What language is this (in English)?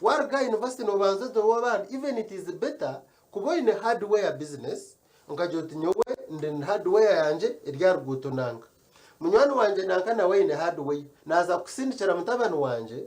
Nyankole